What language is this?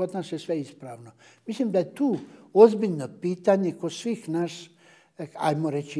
Bosnian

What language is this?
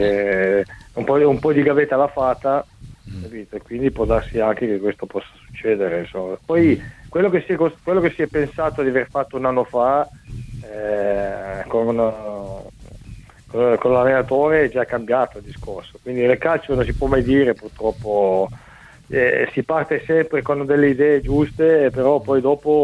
Italian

